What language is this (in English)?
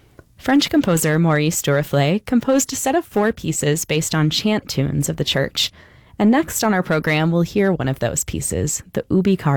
English